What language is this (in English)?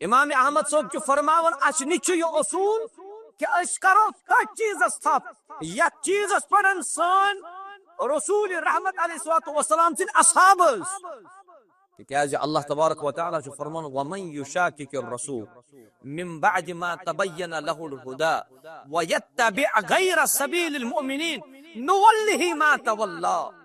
Kashmiri